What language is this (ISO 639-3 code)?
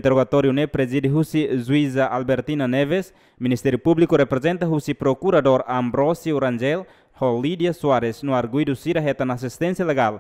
tet